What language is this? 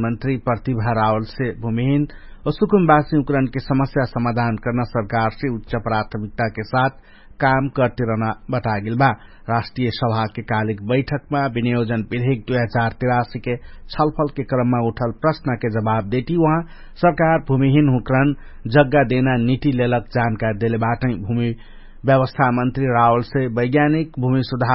Dangaura Tharu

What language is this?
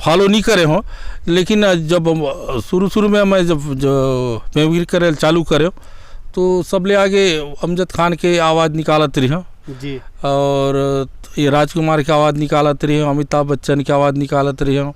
Chhattisgarhi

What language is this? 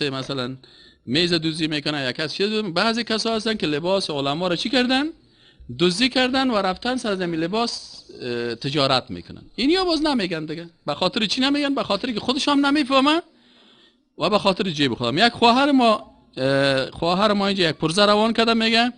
Persian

